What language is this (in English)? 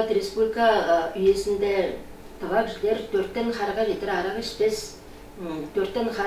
Tuvinian